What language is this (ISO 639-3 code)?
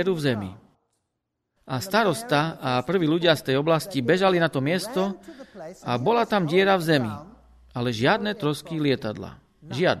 slk